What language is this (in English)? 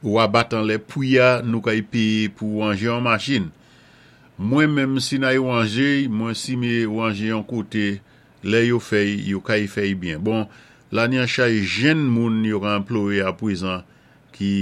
Saint Lucian Creole French